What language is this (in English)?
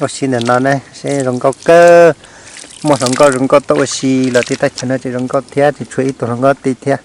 Hmong